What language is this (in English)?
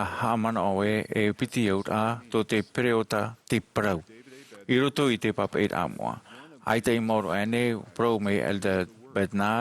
Tahitian